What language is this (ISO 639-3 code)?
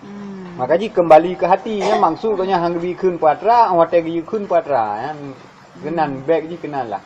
ace